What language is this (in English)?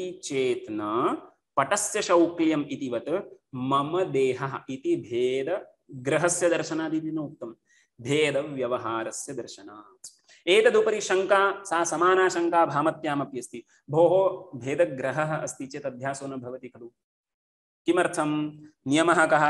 Sanskrit